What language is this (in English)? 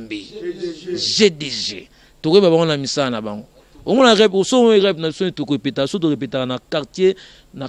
Lingala